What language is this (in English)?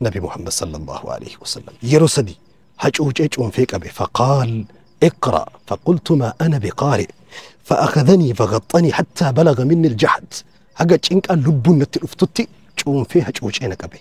Oromo